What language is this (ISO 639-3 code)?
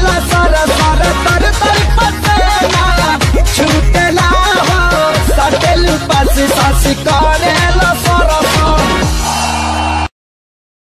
bho